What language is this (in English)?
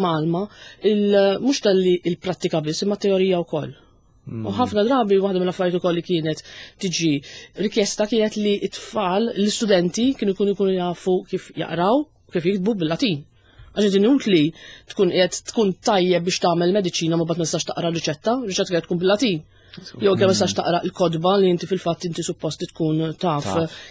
Maltese